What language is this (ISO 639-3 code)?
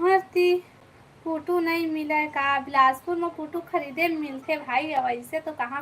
hne